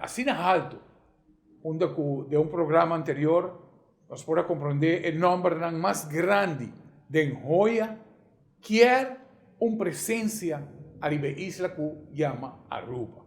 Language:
Papiamento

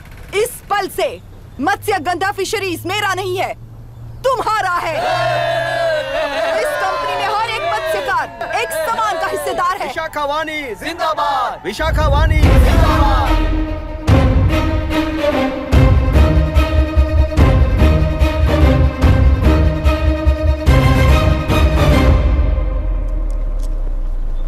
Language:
Hindi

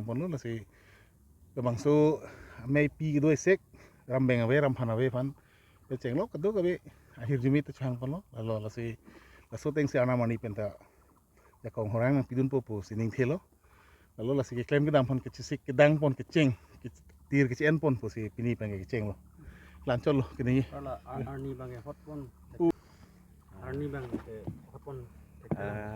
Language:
Karbi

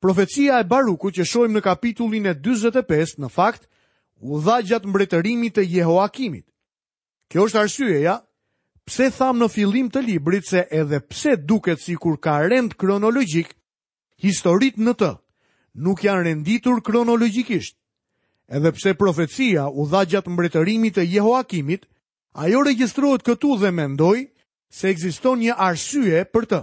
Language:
Albanian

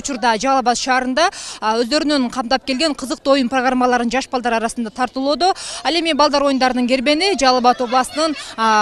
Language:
Kyrgyz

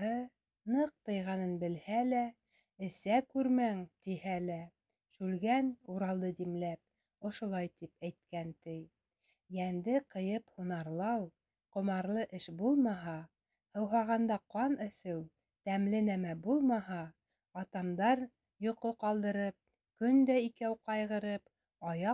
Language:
Bashkir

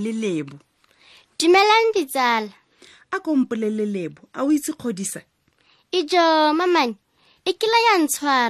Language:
Tswana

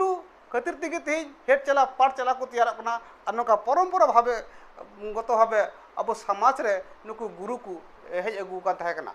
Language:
Santali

